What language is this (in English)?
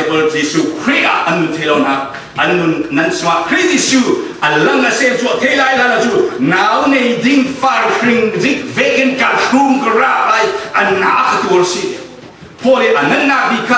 Falam Chin